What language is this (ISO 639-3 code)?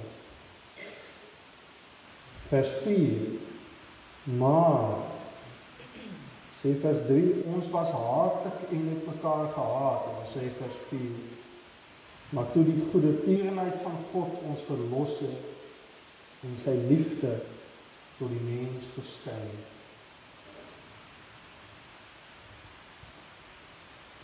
afr